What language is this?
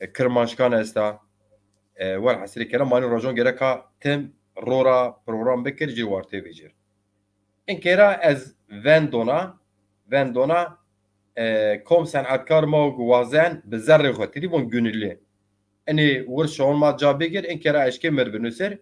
Zaza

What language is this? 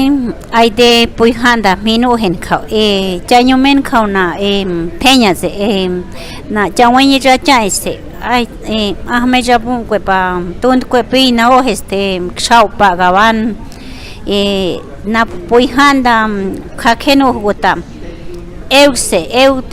Páez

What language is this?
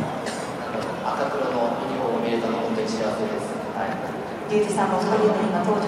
Japanese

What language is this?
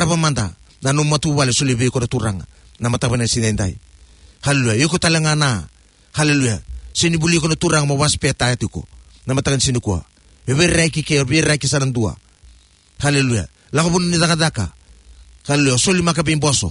Fijian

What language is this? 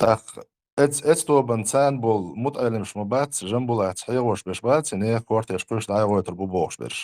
Chechen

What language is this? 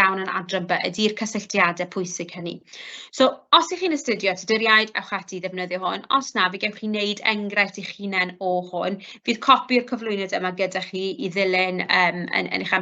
Welsh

